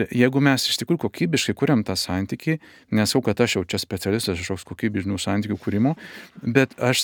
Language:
Lithuanian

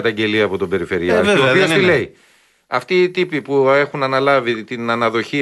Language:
Greek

